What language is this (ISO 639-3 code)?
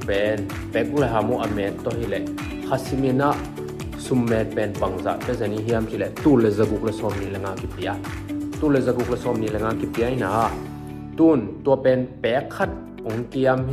ctd